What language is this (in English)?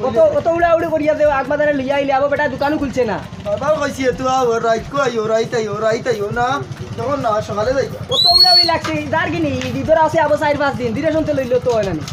Sylheti